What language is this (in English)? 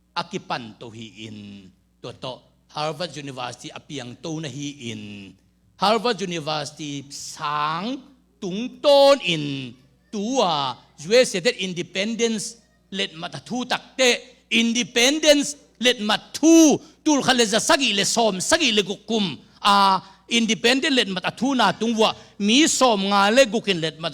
Tedim Chin